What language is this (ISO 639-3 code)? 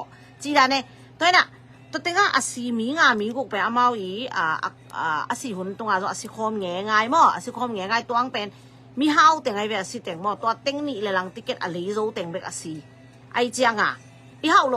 ctd